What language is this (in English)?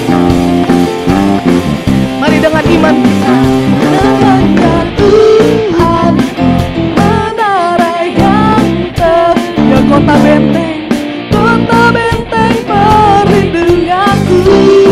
Indonesian